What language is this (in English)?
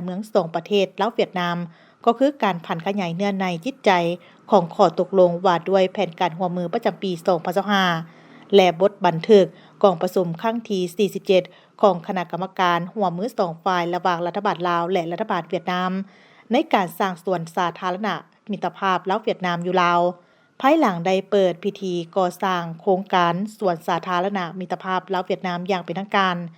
Lao